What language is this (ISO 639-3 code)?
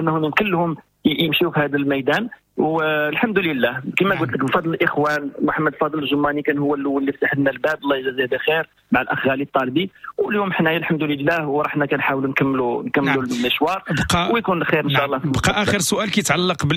ary